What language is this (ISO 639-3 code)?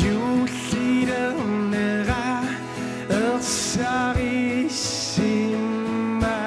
kal